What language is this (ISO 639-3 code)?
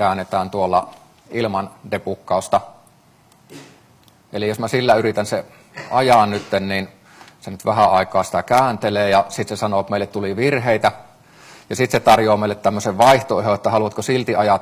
fin